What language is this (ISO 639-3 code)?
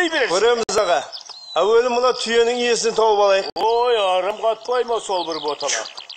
kaz